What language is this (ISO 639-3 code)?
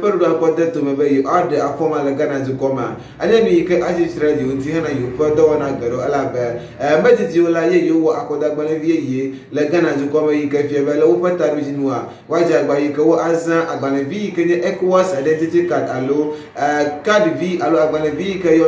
ewe